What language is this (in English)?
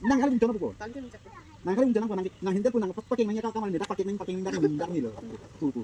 Karbi